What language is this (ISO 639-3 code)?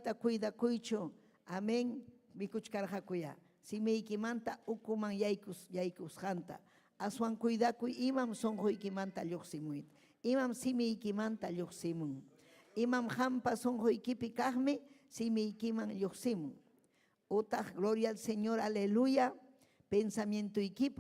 quy